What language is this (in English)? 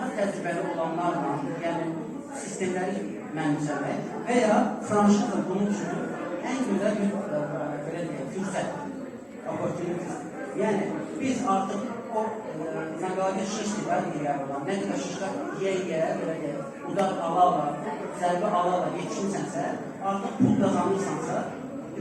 Azerbaijani